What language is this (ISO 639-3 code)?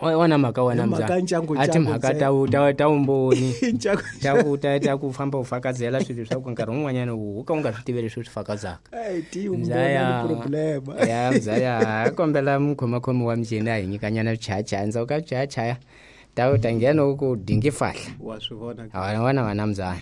tso